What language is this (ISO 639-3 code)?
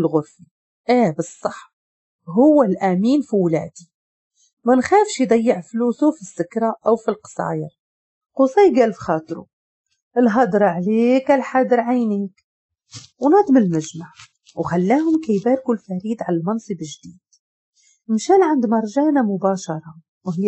ary